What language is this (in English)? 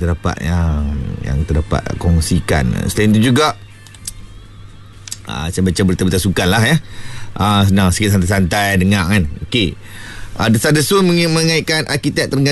Malay